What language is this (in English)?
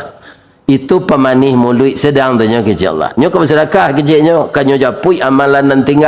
Minangkabau